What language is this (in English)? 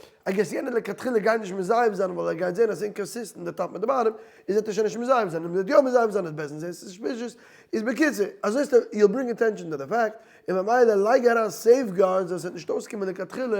Yiddish